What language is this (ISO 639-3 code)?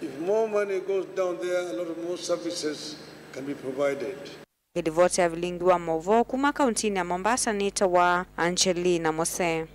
kam